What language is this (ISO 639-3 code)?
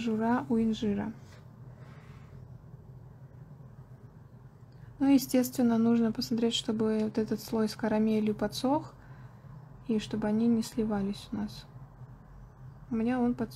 rus